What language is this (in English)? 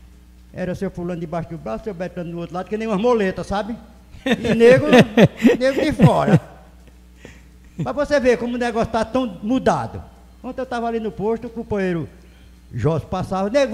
Portuguese